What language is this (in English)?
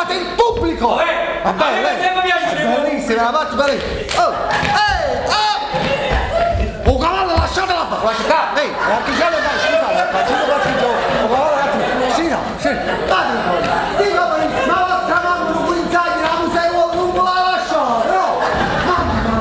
Neapolitan